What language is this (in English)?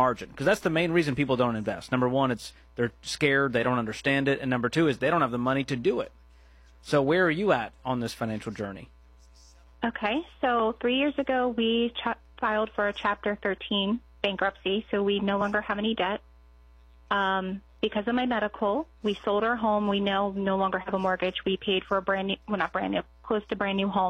English